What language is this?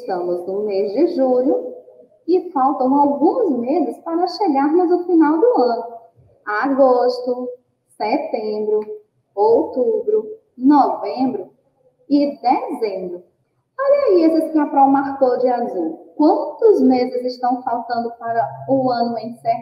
Portuguese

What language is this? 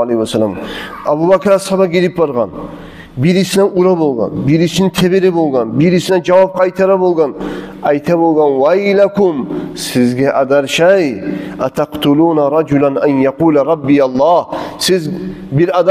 Kumyk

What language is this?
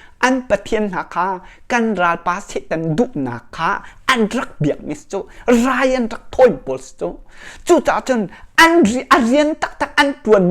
Hakha Chin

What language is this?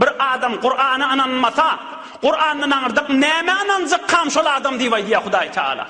Turkmen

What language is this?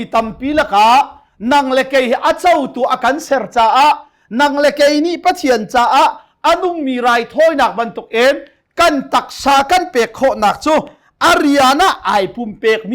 Hakha Chin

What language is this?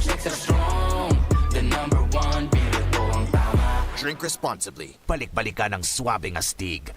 Bikol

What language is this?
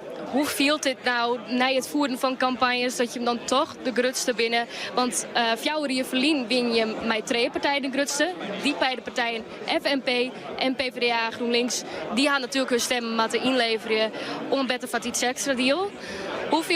Western Frisian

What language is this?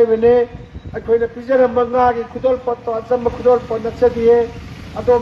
Manipuri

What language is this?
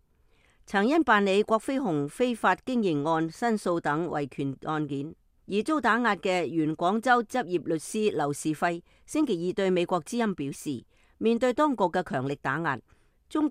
Cantonese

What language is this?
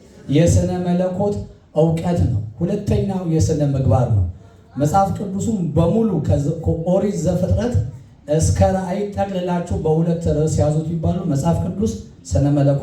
Amharic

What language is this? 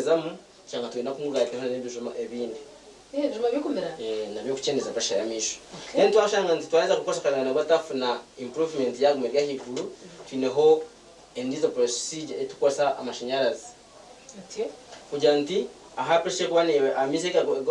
Nyankole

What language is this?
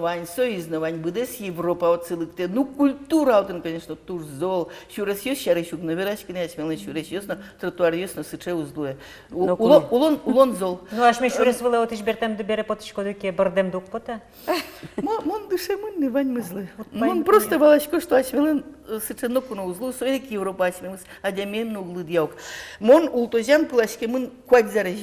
Udmurt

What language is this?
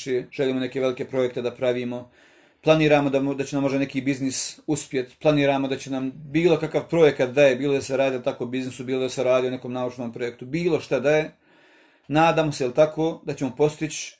Bosnian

